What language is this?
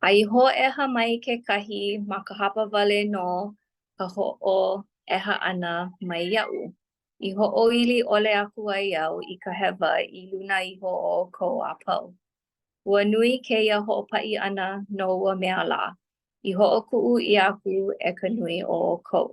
Hawaiian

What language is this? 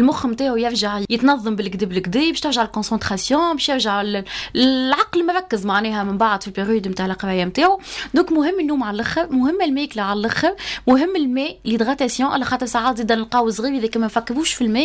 Tunisian Arabic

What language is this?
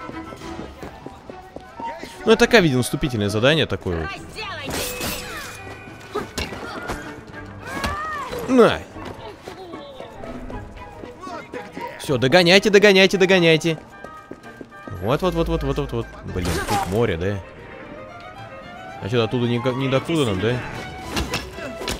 Russian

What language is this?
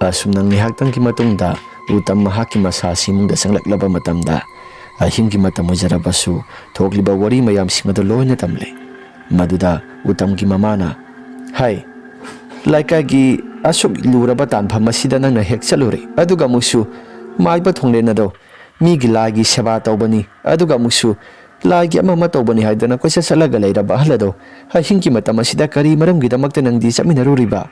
Manipuri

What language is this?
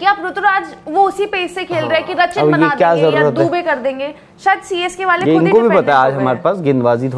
Hindi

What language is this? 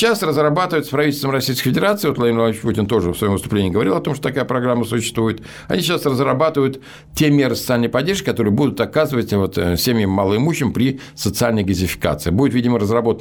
Russian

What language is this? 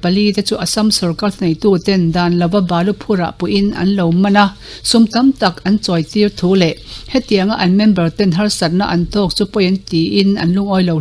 Mizo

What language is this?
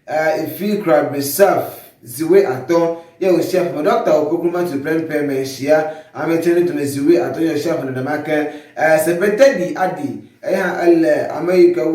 Ewe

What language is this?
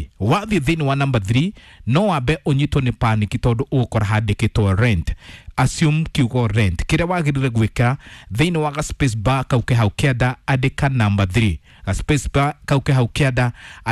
Kikuyu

